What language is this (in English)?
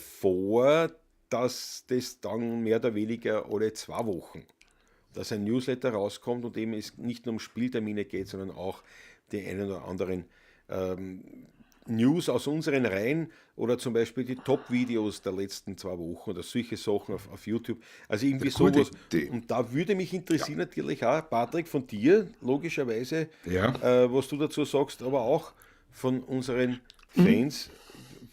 Bavarian